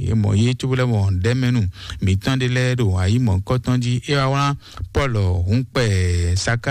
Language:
Fon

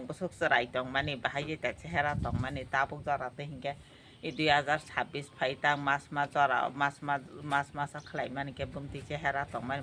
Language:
Kok Borok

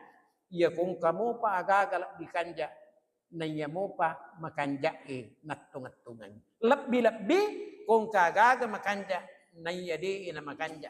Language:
Buginese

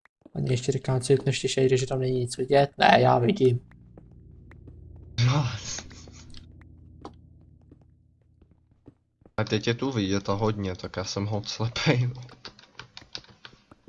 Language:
Czech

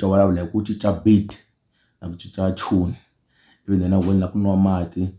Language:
Tsonga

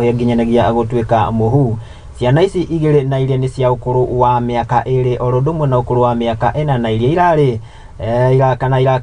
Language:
Kikuyu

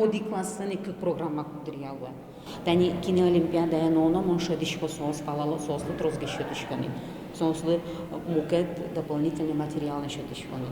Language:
Udmurt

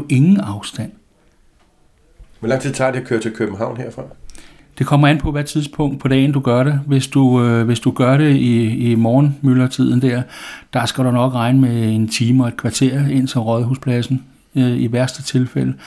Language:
Danish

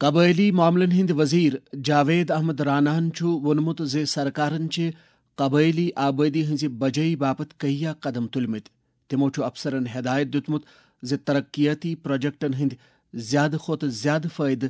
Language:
Kashmiri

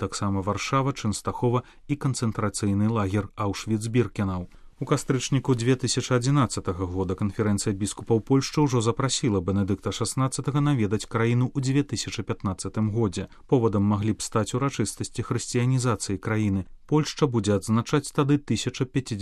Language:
Belarusian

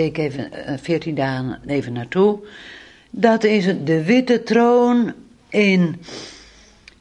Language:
Dutch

